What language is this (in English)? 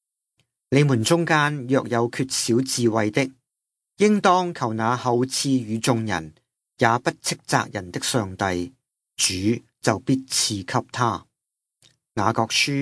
Cantonese